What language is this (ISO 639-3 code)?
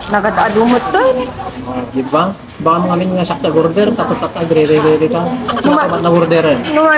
ilo